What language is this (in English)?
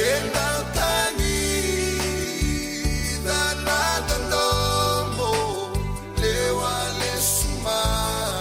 Fijian